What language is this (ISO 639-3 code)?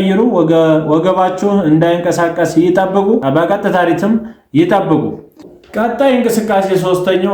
amh